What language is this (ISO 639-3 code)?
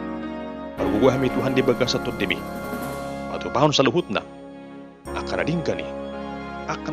bbc